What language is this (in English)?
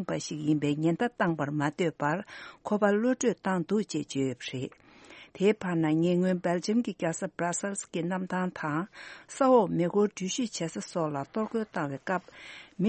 Tibetan